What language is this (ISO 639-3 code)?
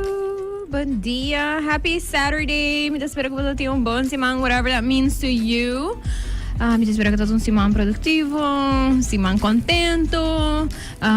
pap